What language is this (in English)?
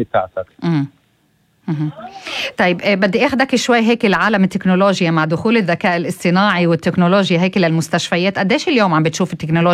North Levantine Arabic